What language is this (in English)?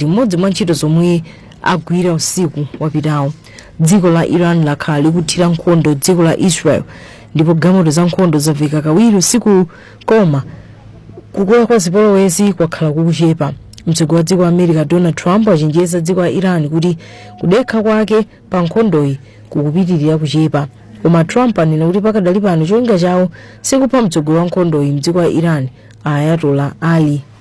Nyanja